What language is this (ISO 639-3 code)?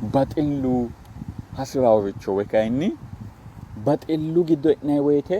sid